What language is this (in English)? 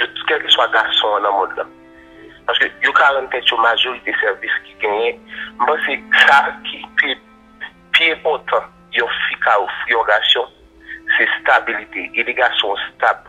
Haitian Creole